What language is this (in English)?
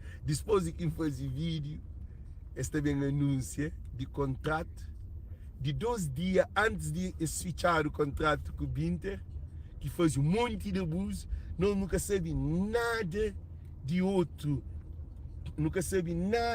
Kabuverdianu